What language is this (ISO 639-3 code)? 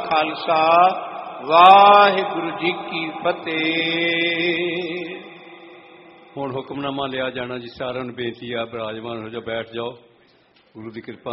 pan